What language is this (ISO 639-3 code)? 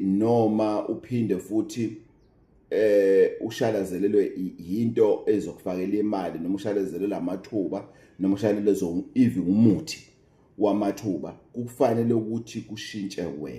zul